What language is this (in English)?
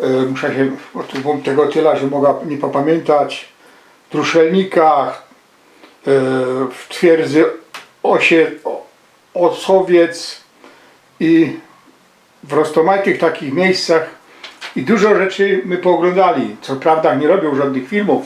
Silesian